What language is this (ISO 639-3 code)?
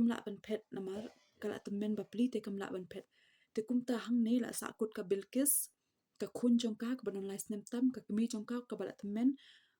kha